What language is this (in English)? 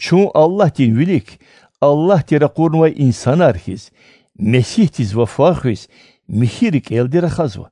Lezghian